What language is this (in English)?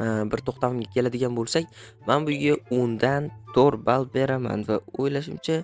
Uzbek